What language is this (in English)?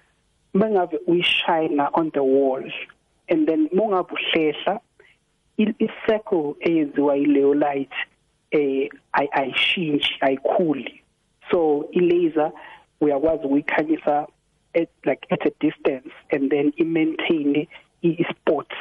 South Ndebele